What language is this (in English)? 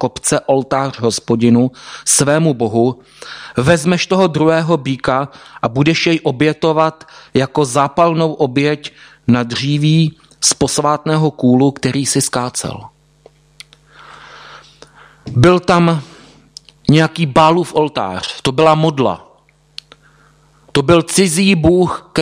Czech